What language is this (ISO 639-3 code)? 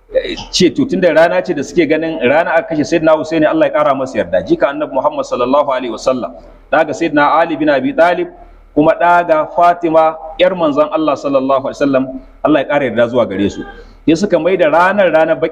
hau